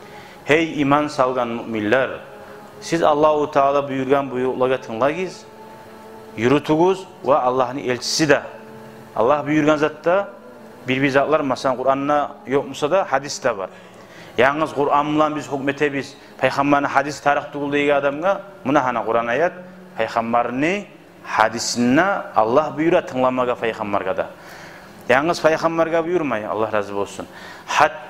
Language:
Kumyk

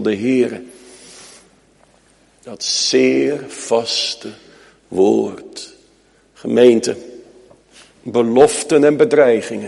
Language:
Dutch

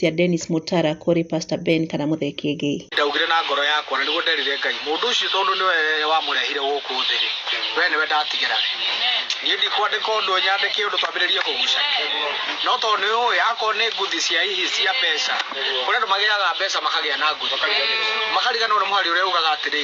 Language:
Kikuyu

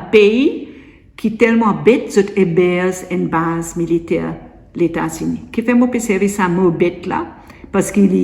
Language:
Morisyen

